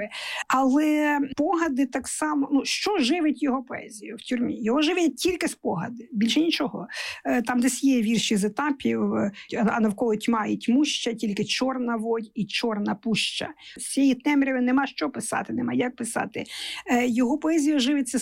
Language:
Ukrainian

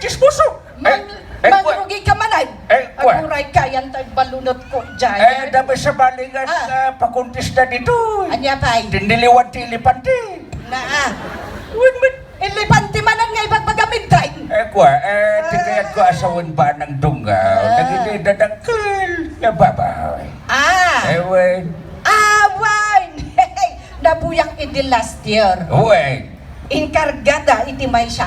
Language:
Iloko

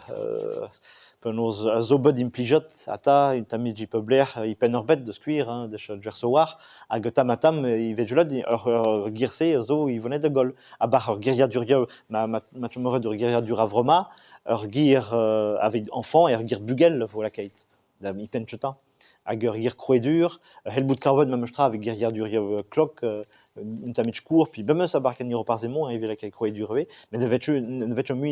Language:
Breton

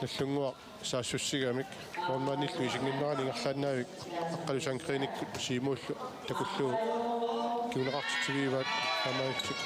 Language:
Kalaallisut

